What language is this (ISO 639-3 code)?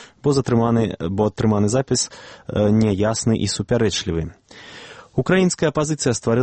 bel